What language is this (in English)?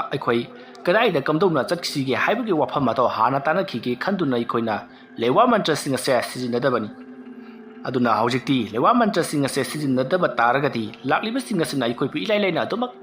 Manipuri